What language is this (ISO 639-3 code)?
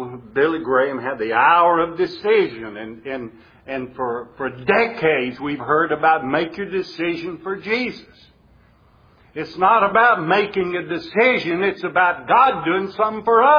eng